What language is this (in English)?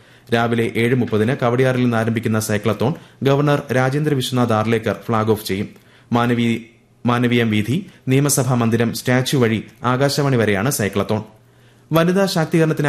Malayalam